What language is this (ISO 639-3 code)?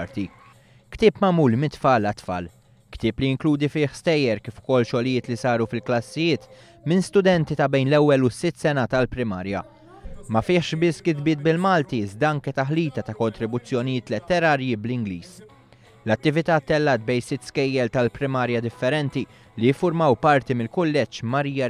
mlt